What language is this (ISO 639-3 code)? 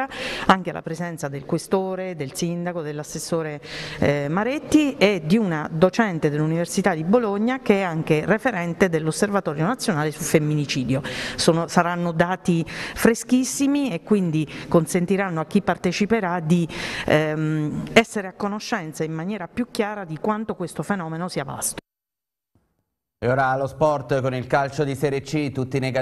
ita